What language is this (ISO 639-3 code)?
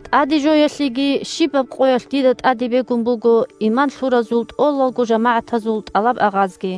ava